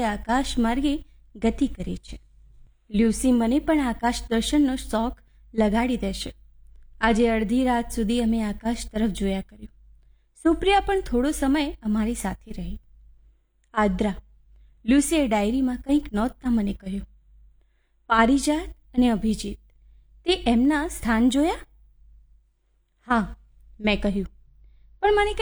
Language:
Gujarati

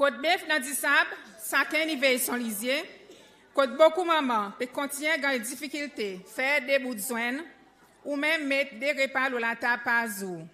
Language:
Seselwa Creole French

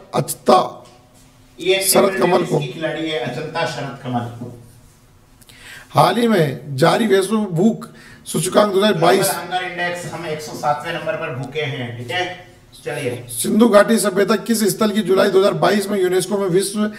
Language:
Hindi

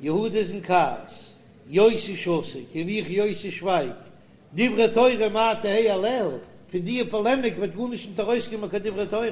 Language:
Yiddish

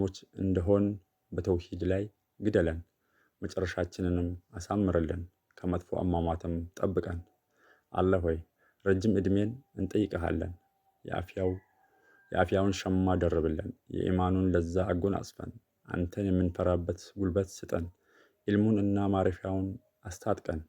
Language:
Amharic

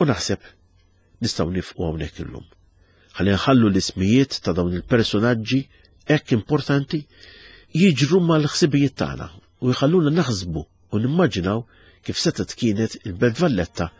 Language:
Maltese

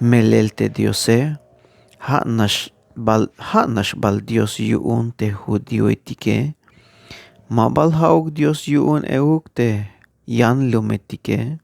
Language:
Tzeltal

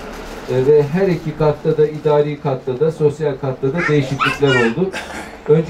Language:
Turkish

